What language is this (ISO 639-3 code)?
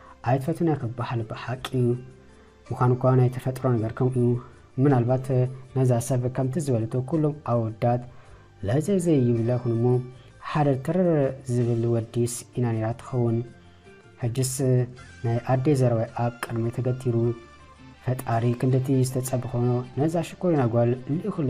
tir